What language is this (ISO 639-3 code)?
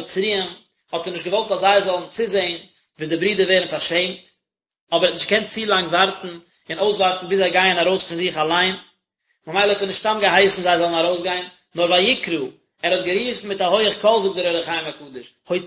yid